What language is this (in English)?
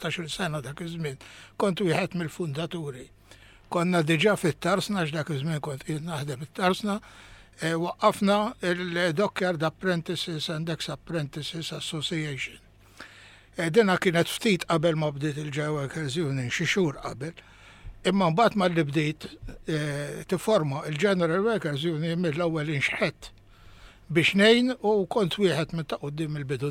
Maltese